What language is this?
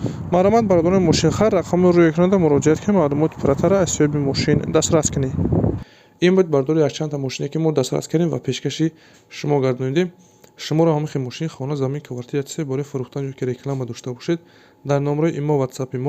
Tajik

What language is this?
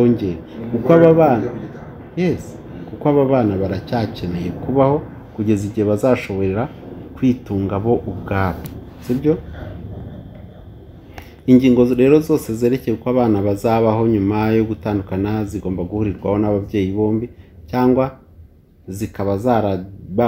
Kinyarwanda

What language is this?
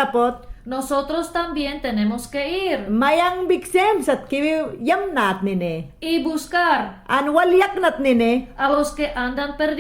Mayangna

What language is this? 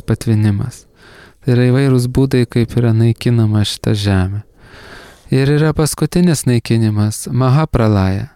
Lithuanian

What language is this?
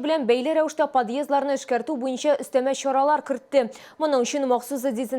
Tatar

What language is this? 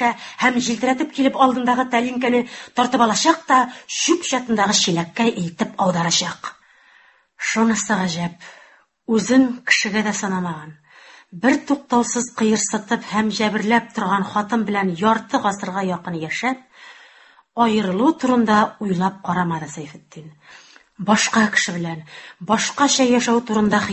Tatar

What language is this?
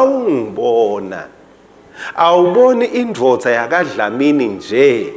Swati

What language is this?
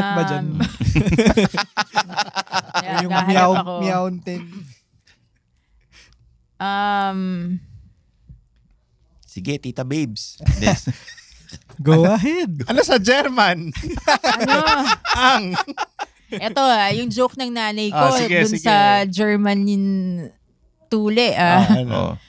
Filipino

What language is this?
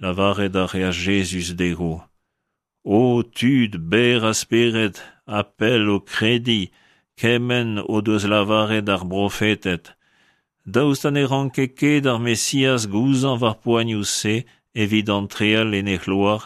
Breton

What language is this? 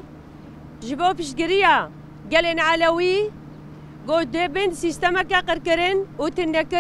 Kurdish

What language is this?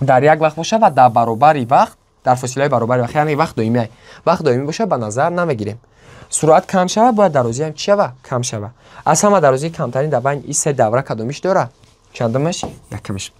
Tajik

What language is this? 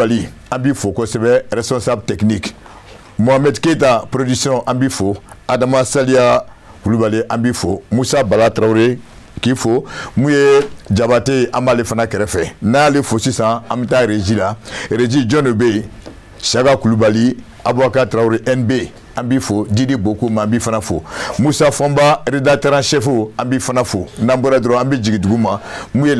Bambara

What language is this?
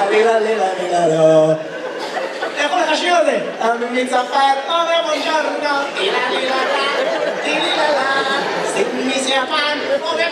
Hebrew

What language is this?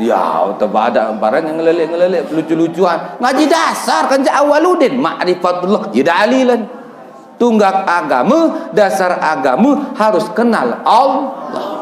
Sasak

